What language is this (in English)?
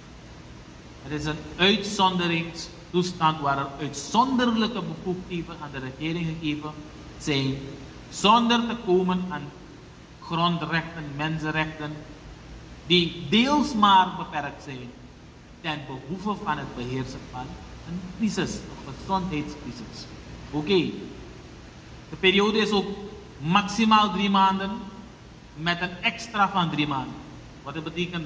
Dutch